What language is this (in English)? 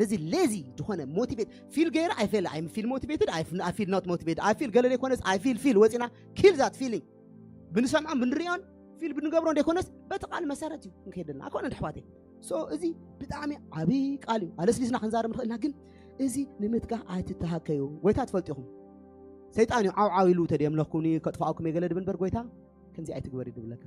Tigrinya